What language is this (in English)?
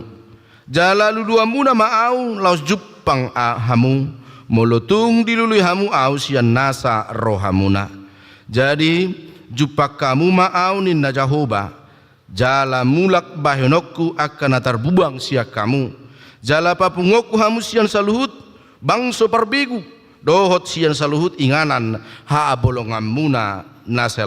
Batak Toba